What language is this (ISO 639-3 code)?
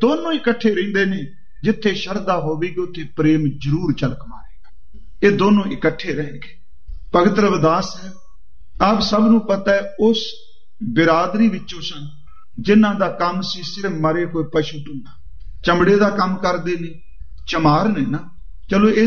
pan